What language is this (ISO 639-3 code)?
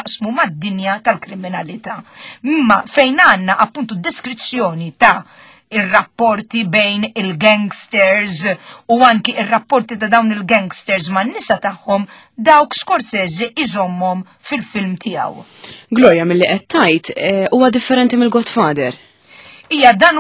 mlt